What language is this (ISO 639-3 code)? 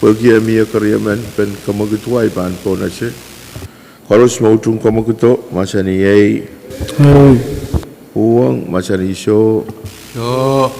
pon